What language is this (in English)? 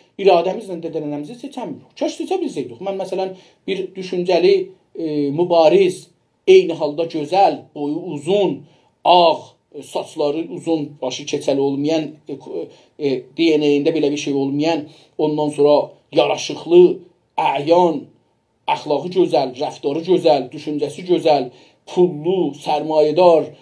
South Azerbaijani